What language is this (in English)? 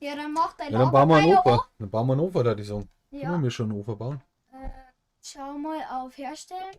Bavarian